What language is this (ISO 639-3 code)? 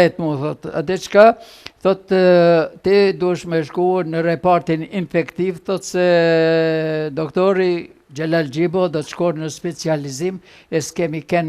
sqi